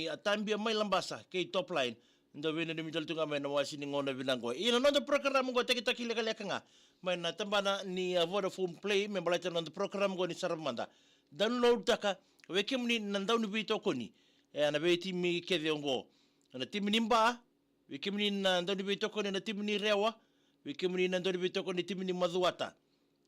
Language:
Fijian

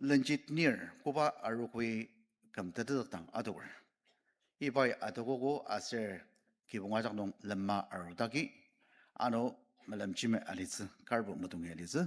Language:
Ao Naga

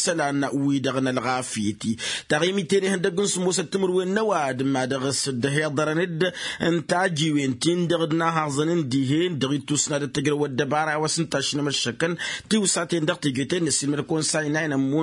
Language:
Tamasheq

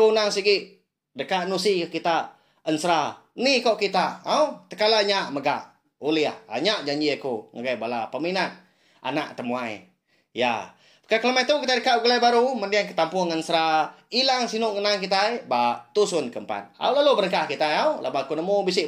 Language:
Iban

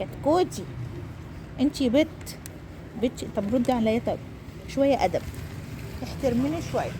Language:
Egyptian Arabic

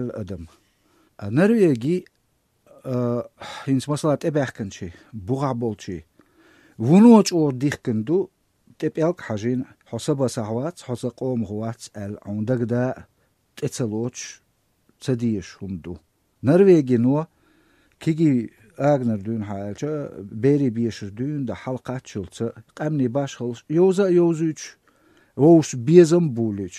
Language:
Chechen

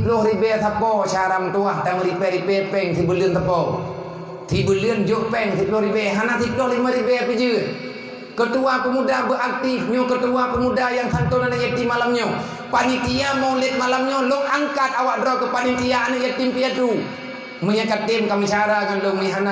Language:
Achinese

